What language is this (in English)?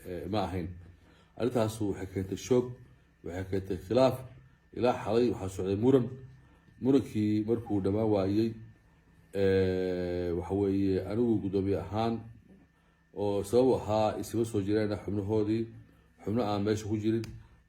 Somali